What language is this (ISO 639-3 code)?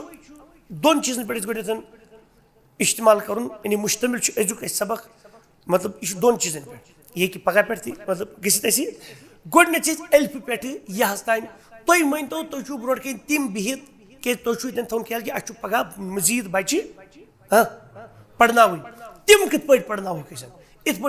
kas